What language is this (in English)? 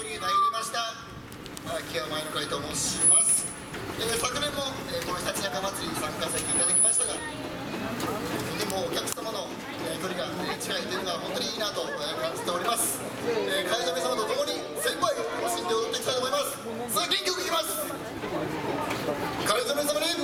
Japanese